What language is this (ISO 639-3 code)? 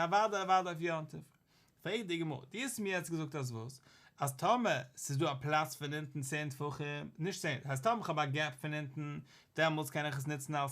yid